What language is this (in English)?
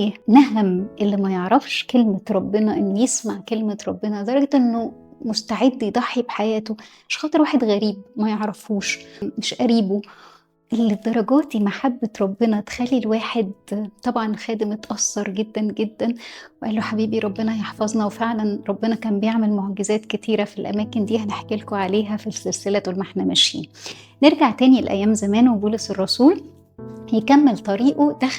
Egyptian Arabic